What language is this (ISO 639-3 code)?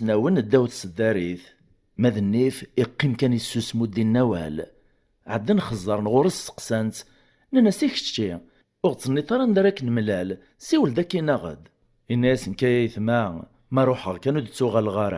kab